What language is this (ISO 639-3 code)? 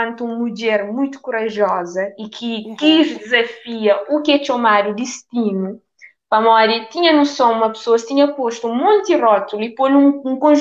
kea